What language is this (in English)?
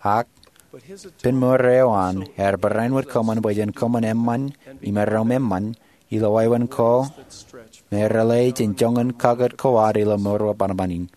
Marshallese